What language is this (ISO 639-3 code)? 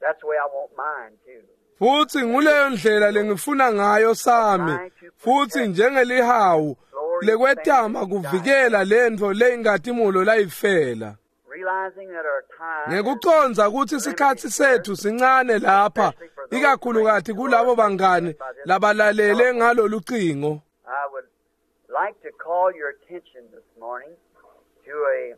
ssw